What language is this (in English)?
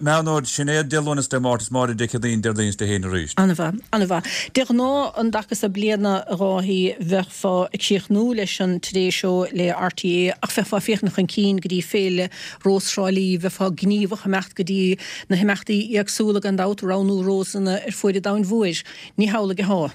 Irish